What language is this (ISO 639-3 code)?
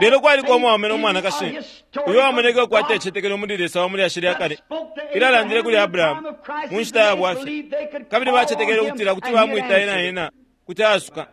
bem